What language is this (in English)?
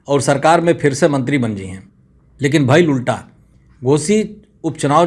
Bhojpuri